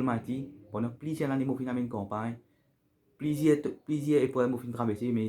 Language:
Morisyen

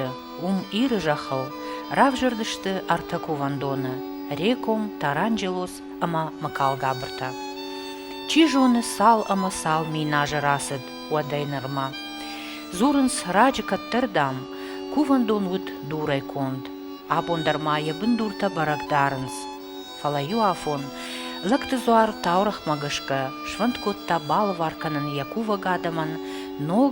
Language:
Ossetic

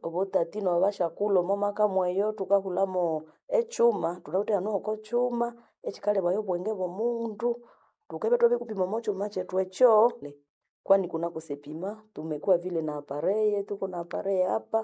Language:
Nande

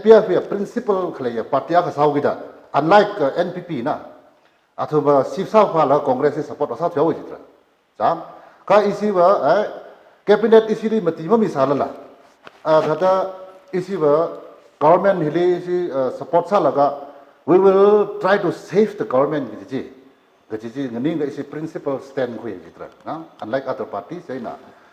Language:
Tangkhul Naga (India)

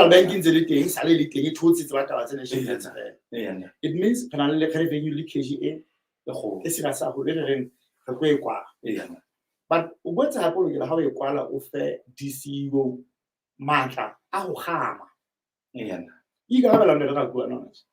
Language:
Southern Sotho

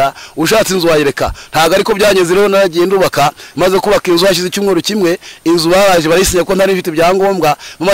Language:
Kinyarwanda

